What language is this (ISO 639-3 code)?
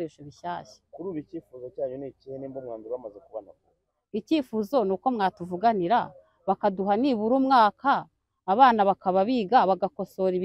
kin